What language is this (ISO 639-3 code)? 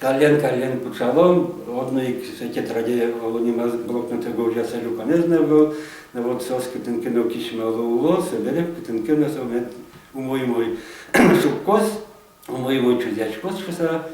udm